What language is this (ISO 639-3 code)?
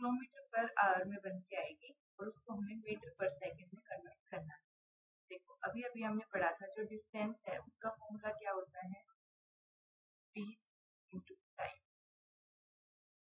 hin